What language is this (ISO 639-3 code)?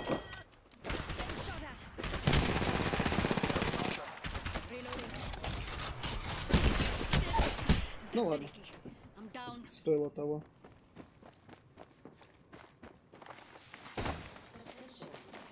rus